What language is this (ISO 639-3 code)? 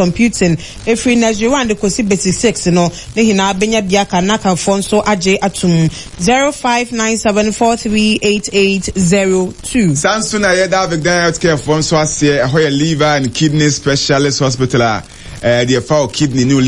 aka